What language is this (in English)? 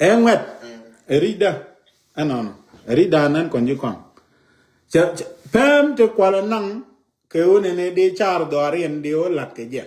Nuer